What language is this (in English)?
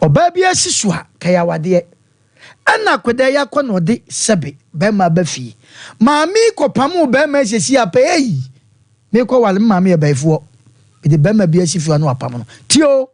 Akan